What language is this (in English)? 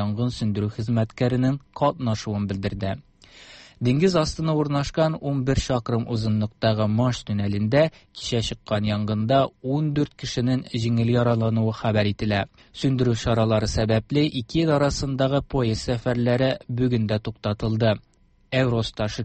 Tatar